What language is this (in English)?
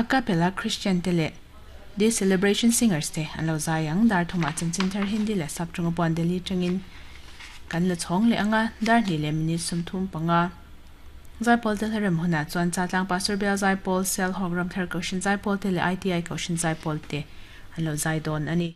Mizo